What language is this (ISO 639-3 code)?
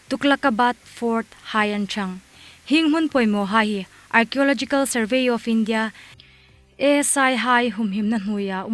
hmr